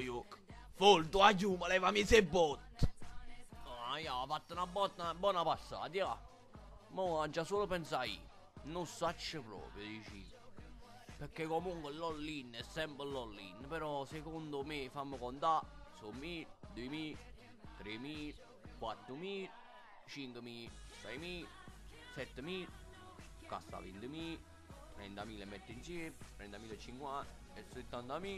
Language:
Neapolitan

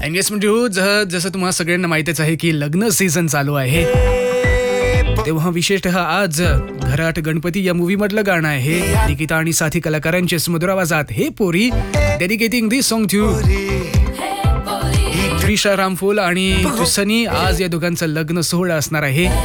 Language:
Marathi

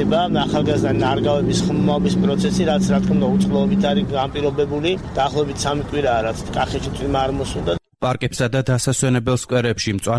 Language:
Georgian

